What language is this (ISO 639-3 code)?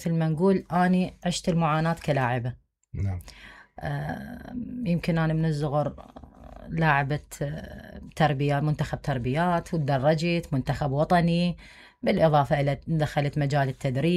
acm